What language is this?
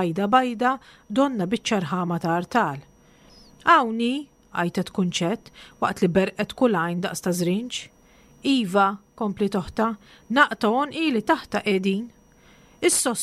Maltese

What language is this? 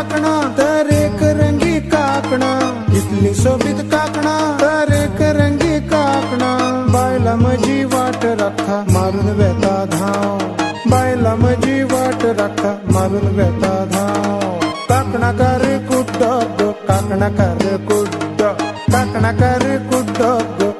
Konkani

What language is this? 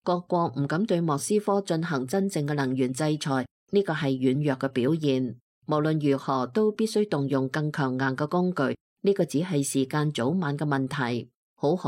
Cantonese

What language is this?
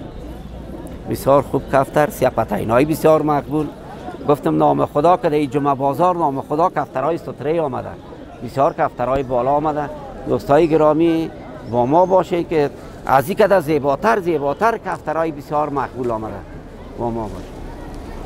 Persian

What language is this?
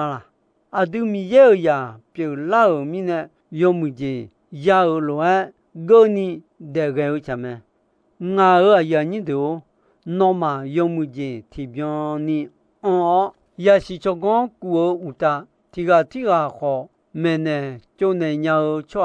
Akha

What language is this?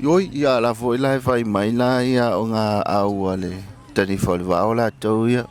Samoan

